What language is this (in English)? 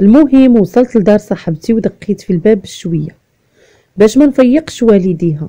Moroccan Arabic